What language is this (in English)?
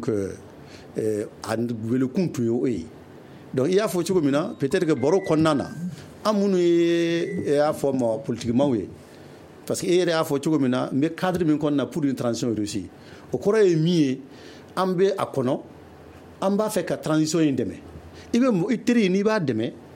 Bambara